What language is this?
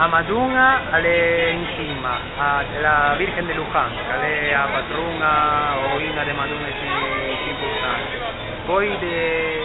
Ligurian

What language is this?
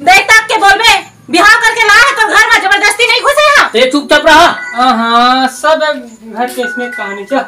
Chhattisgarhi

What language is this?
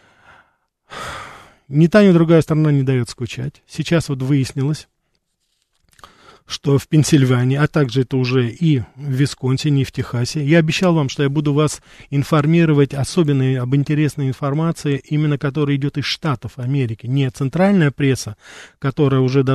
Russian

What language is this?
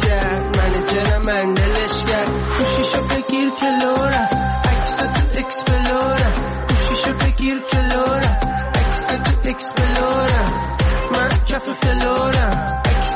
Persian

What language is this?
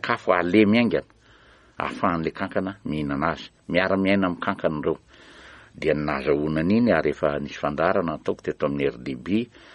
Malagasy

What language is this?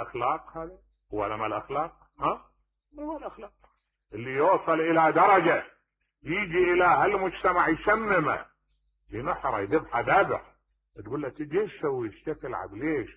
Mesopotamian Arabic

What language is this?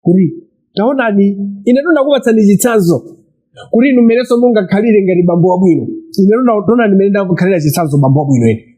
Nyanja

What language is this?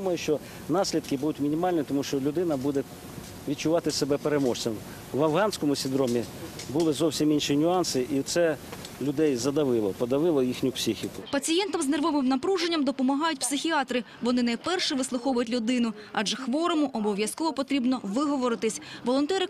Ukrainian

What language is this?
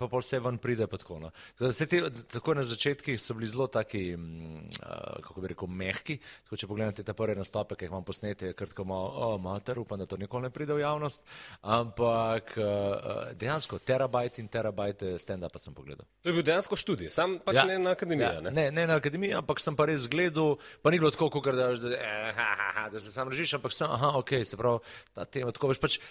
Slovenian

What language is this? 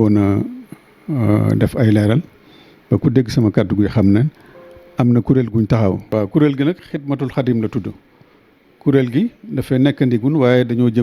Wolof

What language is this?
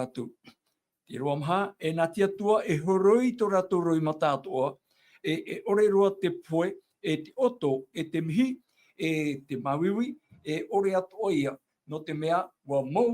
Tahitian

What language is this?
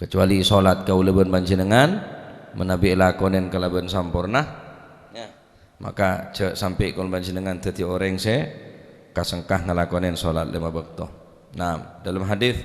Madurese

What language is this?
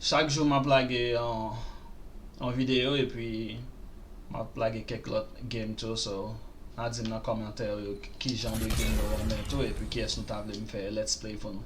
Haitian Creole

